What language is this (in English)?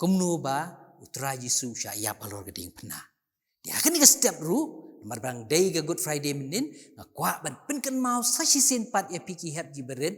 Khasi